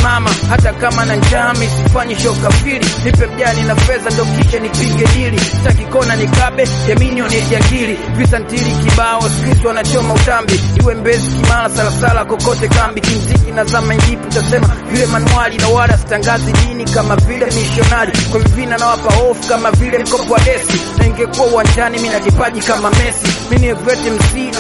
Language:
Swahili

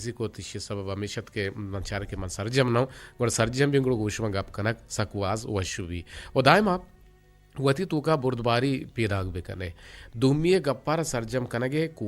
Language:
Eastern Balochi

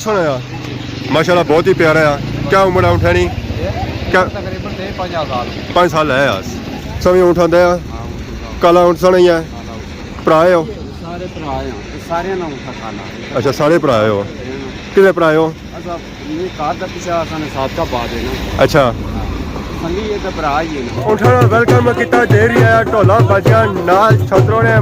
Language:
Pahari-Potwari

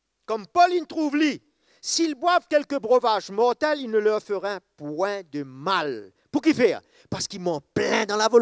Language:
Morisyen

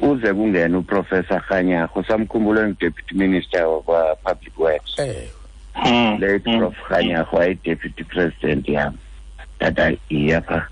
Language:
Xhosa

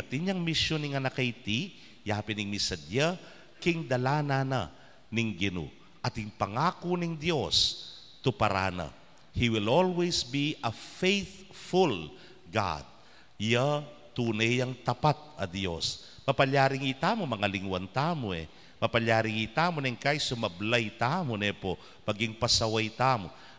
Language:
Pampanga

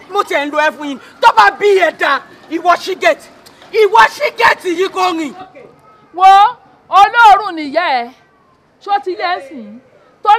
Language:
Yoruba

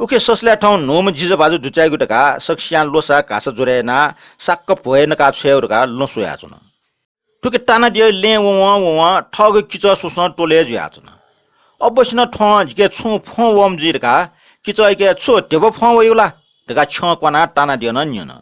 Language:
Newari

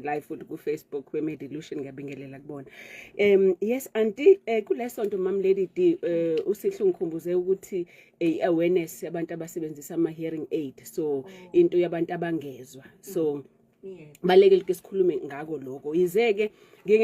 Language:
Zulu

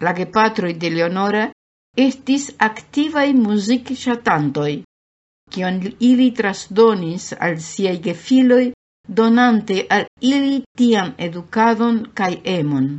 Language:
Esperanto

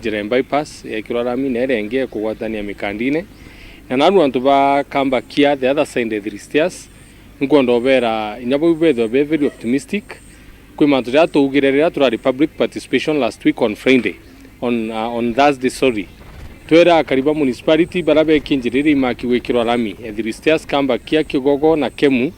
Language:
Meru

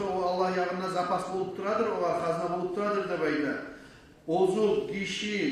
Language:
Kumyk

